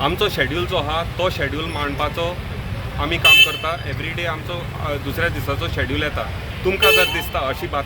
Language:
Konkani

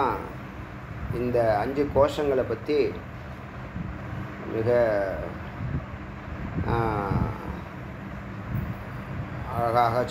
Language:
Tamil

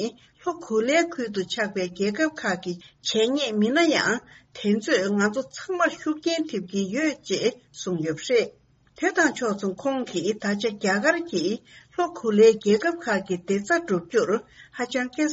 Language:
Tibetan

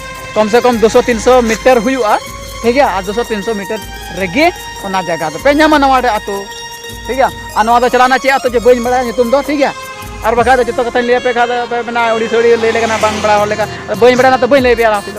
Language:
Santali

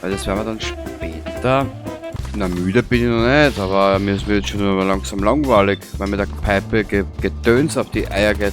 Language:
Bavarian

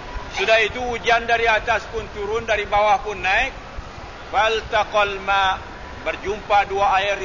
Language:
Malay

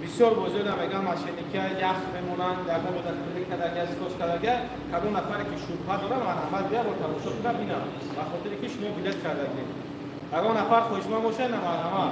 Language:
Tajik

